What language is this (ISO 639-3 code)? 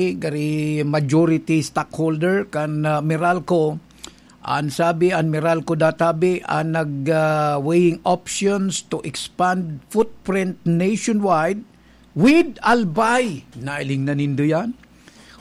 bik